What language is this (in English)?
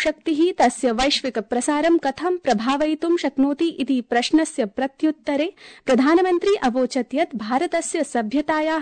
Sanskrit